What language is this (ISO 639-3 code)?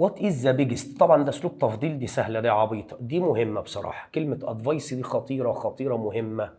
arz